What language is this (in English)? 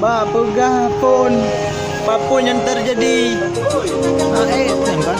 Achinese